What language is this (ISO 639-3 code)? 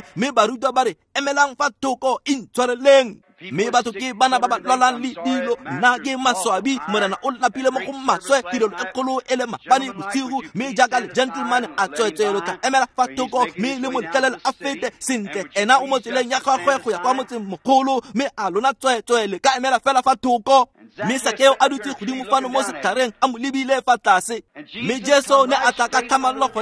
tsn